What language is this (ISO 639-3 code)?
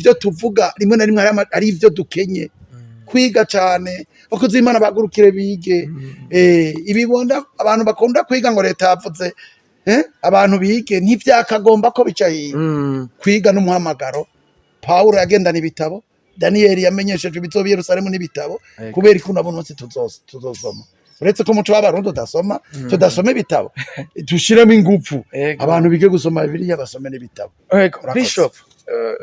run